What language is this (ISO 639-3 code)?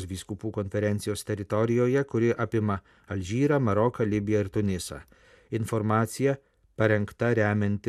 lit